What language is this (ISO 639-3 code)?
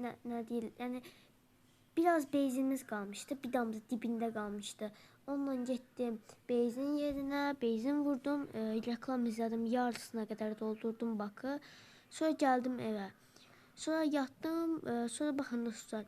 aze